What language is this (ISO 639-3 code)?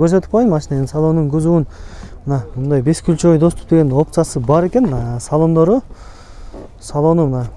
kir